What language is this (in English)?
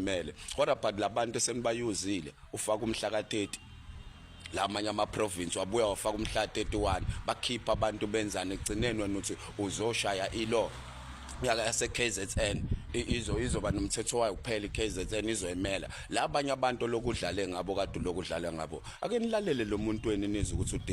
Zulu